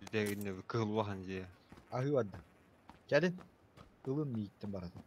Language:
Yakut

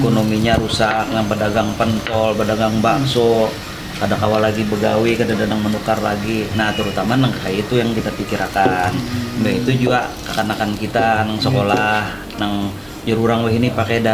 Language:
Banjar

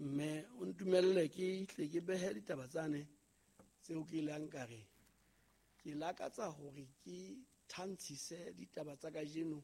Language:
Southern Sotho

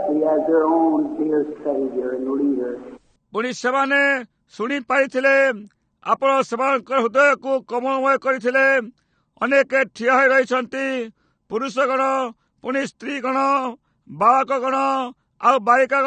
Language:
Odia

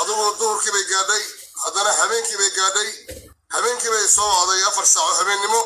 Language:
Somali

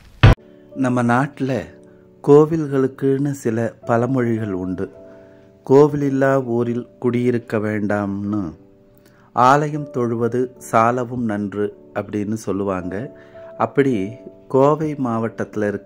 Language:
Tamil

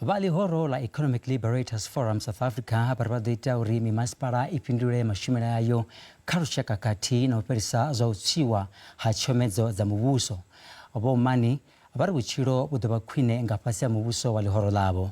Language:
Venda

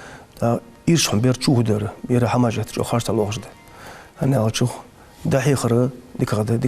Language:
Ingush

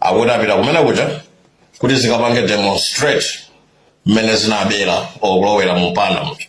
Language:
Nyanja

